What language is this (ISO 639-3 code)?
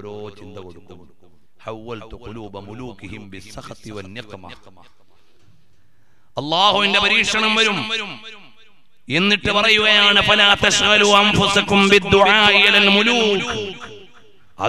mal